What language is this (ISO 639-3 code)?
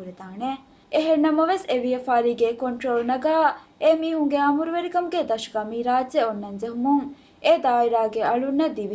div